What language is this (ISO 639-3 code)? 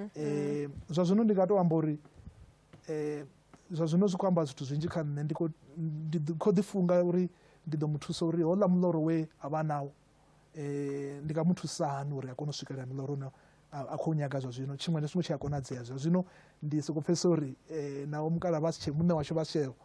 ven